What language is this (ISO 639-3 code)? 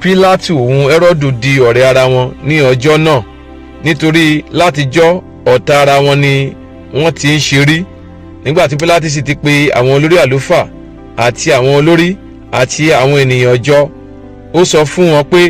yor